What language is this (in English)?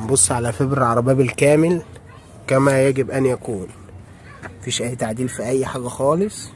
Egyptian Arabic